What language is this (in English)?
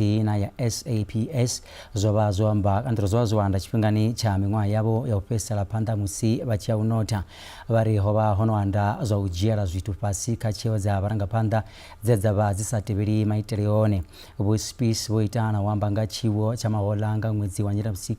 Venda